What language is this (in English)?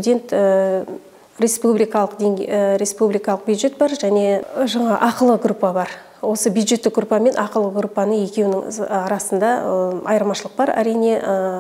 Kazakh